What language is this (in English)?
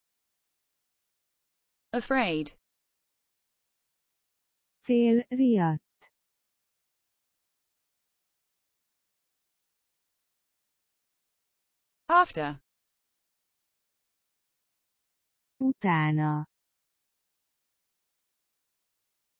Hungarian